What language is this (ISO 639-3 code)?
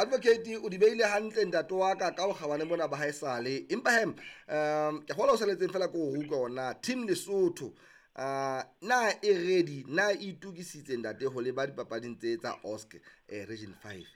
sot